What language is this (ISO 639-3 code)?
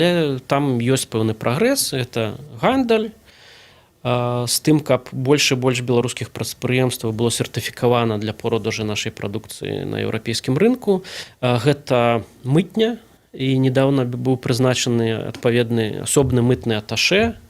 bel